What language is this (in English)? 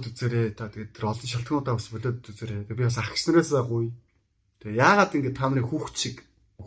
Mongolian